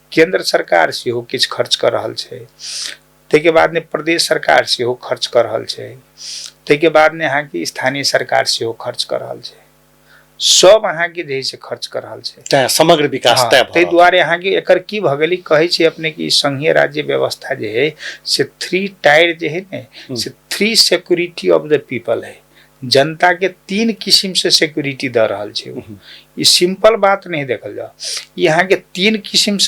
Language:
Maithili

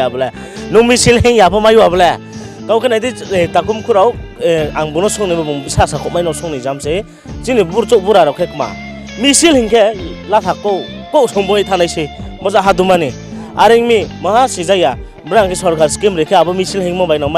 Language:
Riang (India)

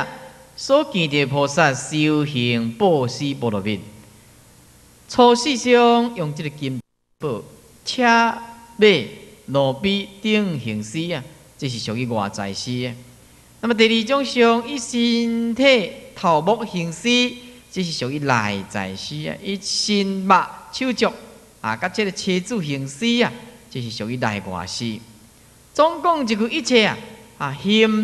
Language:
Chinese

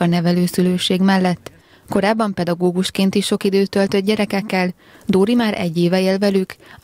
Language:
Hungarian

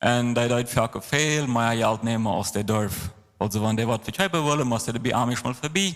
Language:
Plautdietsch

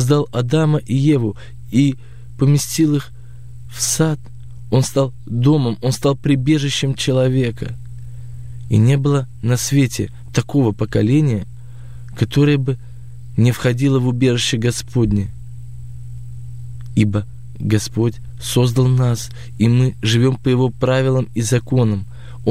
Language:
Russian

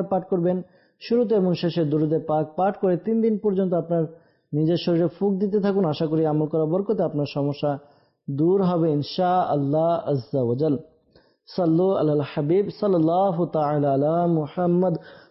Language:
Bangla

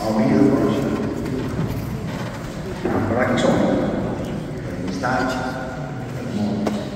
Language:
Catalan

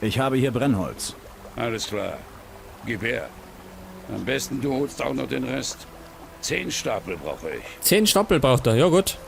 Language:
Bavarian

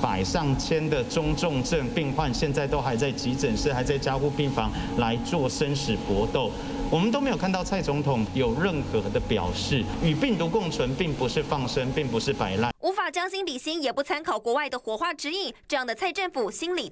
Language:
Chinese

